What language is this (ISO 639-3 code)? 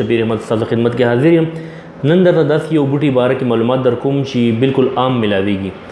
pus